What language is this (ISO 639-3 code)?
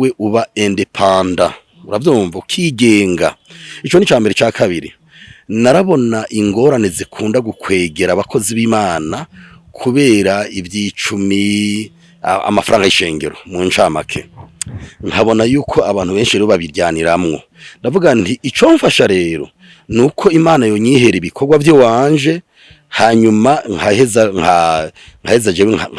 run